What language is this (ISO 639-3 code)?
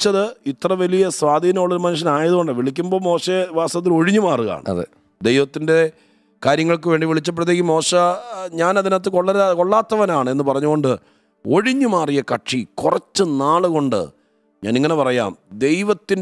mal